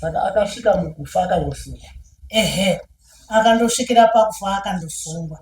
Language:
Shona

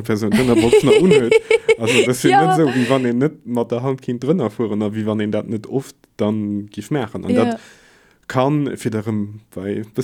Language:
Luxembourgish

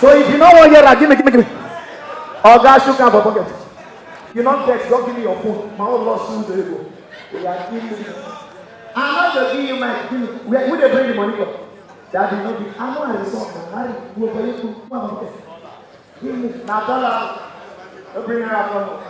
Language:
Nigerian Pidgin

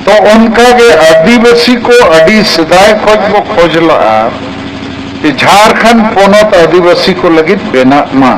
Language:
Santali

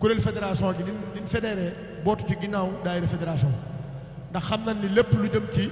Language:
Wolof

